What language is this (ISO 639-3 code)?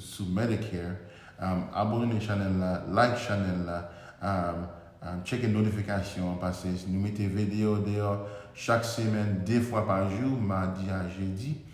hat